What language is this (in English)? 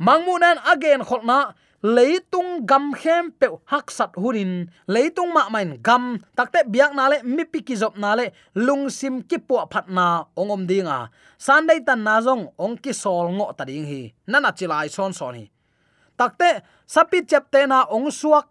Tedim Chin